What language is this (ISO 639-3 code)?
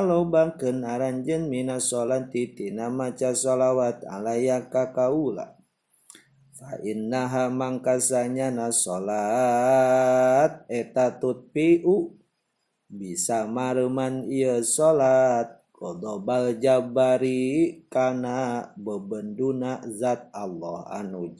sun